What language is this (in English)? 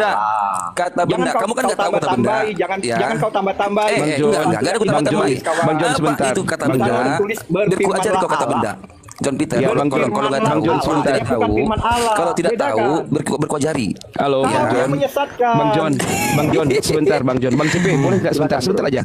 Indonesian